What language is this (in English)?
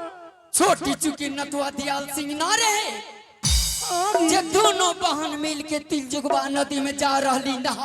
Angika